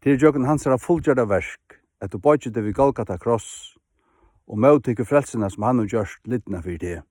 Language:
Faroese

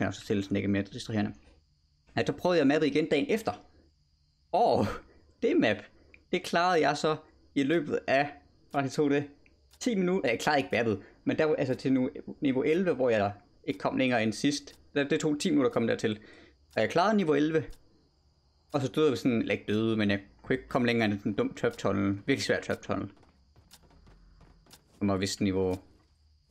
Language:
Danish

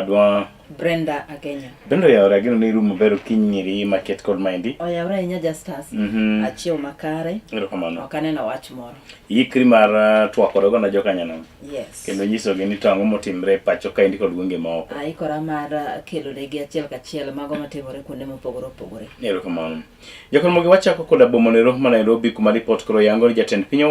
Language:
Luo (Kenya and Tanzania)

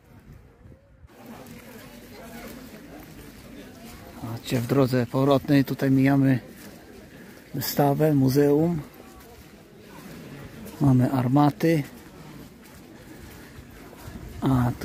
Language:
Polish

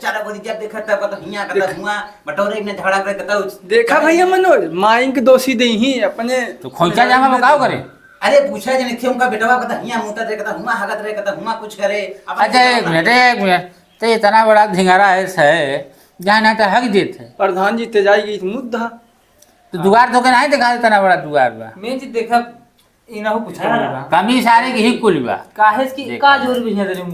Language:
Awadhi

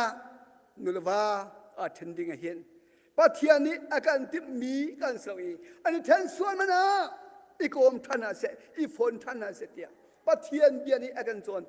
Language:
Hakha Chin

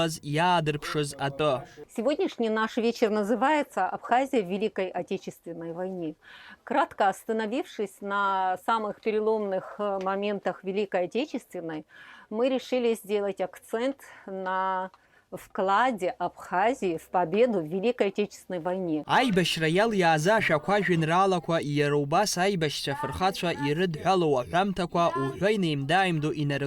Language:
Abkhazian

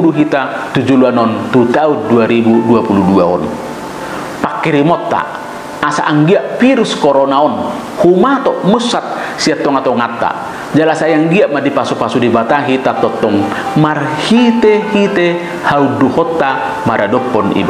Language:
Batak Toba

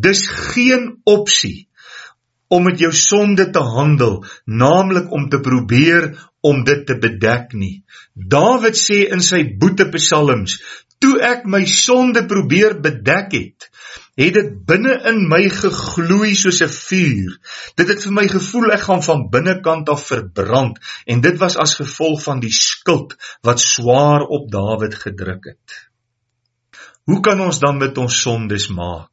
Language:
Afrikaans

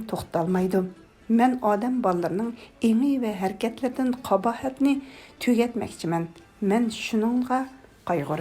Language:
Uyghur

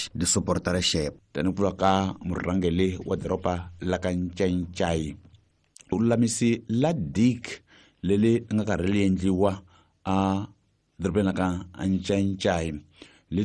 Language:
Tsonga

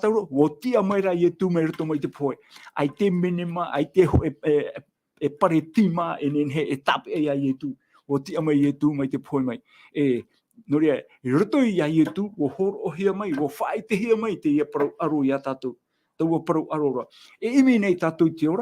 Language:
Tahitian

